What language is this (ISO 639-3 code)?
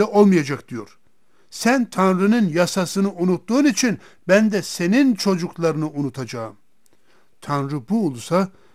tur